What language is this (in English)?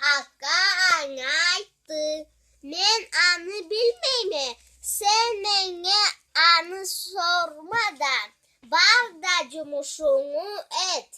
Karachay-Balkar